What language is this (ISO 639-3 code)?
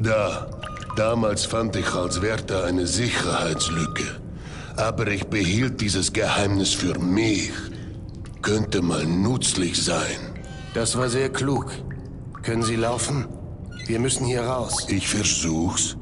bar